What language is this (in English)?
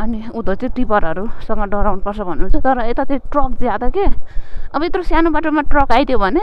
Nepali